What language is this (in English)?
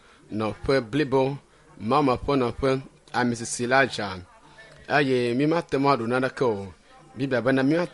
Ewe